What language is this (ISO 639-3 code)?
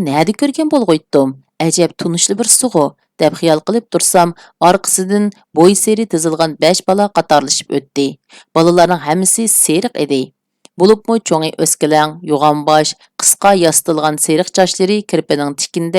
uig